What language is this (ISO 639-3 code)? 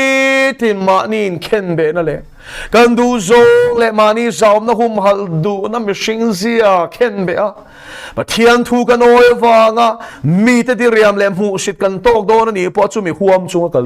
lus